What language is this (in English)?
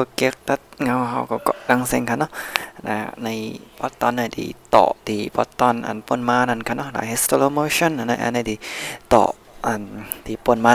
Shan